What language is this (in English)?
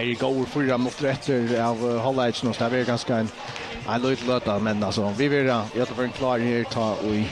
Faroese